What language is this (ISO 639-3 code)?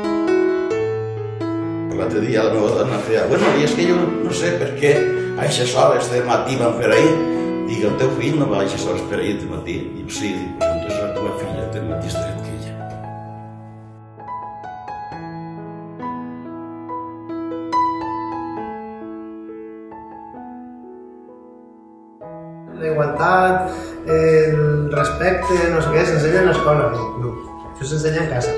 cat